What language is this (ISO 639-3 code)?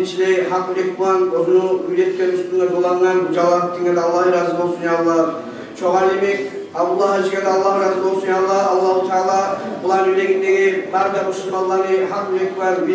kum